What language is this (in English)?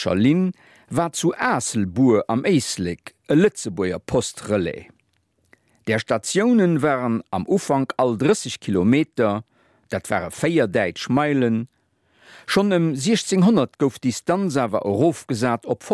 Luxembourgish